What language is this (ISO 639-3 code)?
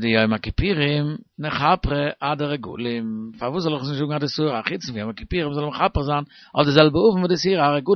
yid